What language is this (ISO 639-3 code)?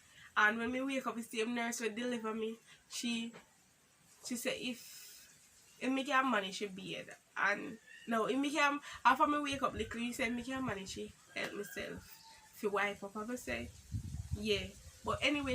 jam